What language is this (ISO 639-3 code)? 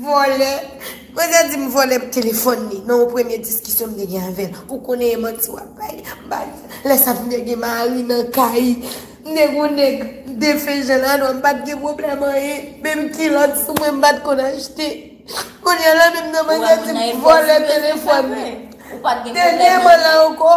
hat